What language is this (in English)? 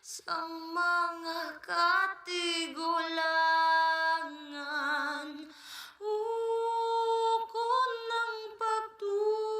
Hiligaynon